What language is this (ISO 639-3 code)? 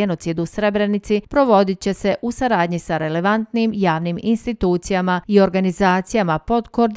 bos